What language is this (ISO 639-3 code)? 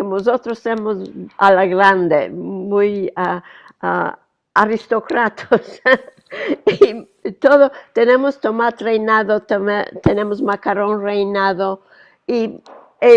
lad